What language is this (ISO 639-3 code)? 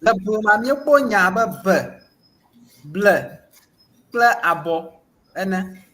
ewe